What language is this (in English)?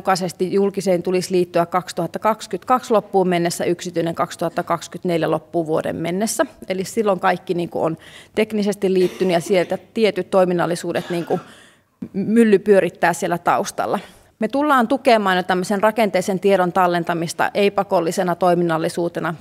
Finnish